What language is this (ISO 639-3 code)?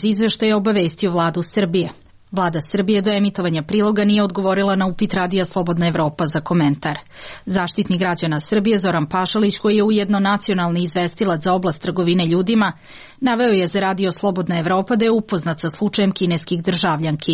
srp